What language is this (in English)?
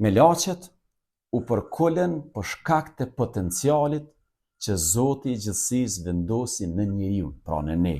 Albanian